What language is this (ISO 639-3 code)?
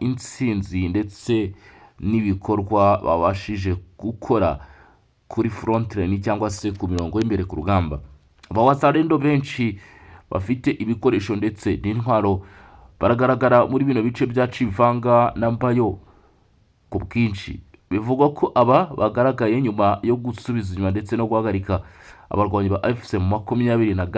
kin